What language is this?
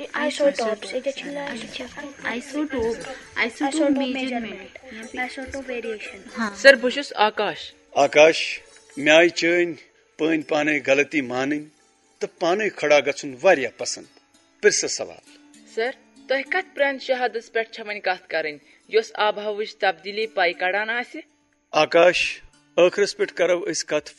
Kashmiri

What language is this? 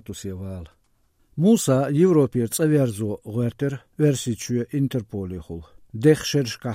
Chechen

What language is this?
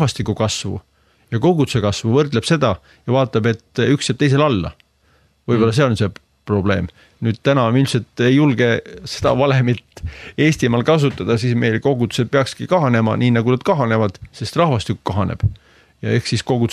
Estonian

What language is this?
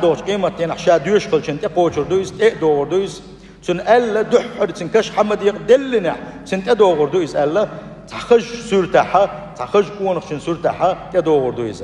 Chechen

